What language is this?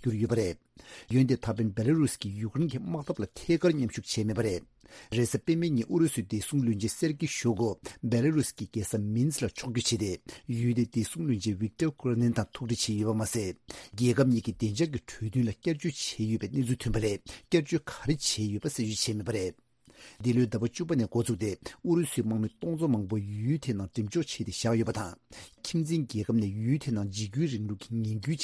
Tibetan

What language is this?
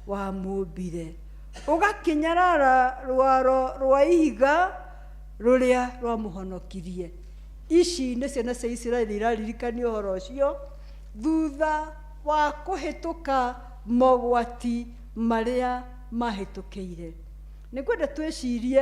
Kikuyu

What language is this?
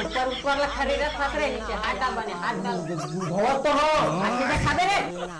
Chhattisgarhi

